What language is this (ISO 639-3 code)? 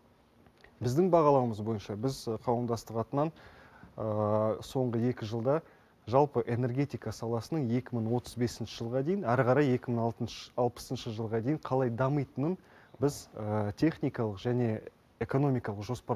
kaz